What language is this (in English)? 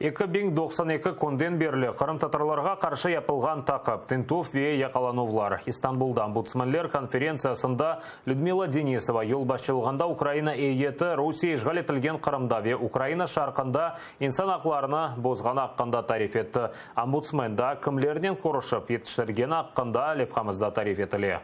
Crimean Tatar